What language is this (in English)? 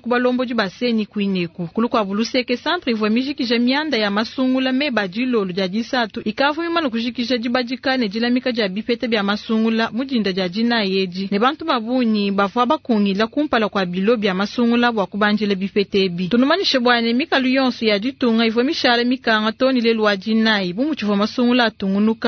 Luba-Lulua